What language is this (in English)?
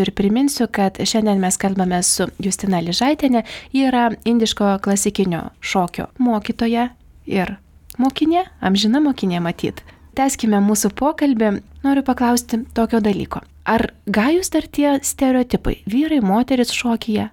Lithuanian